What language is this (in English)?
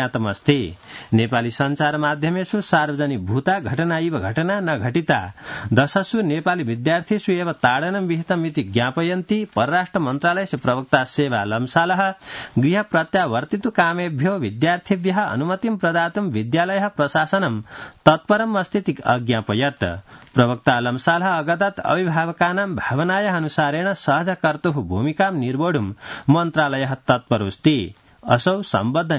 Sanskrit